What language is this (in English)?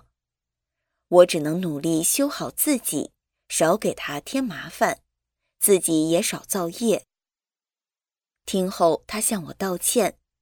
Chinese